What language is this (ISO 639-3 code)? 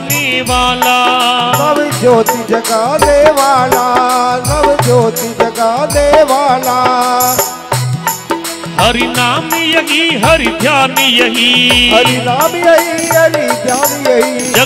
hin